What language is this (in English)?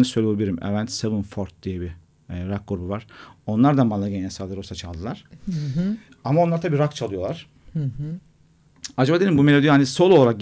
Turkish